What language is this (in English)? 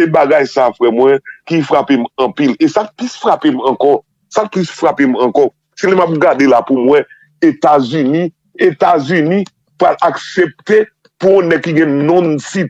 Haitian Creole